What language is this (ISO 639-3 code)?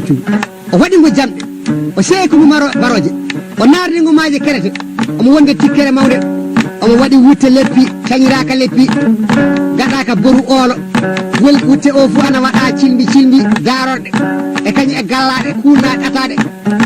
ful